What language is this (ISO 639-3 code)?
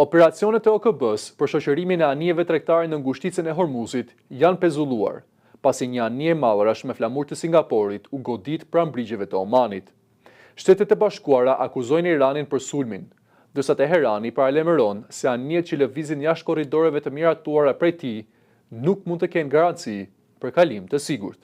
sqi